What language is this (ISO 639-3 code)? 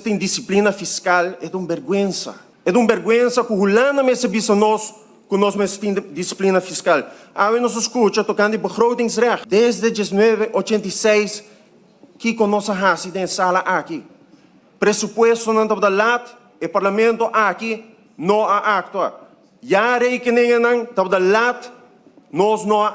pap